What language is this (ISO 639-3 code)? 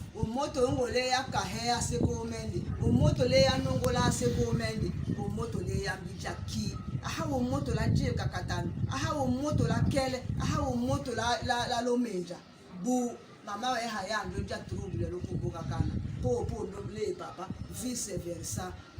tll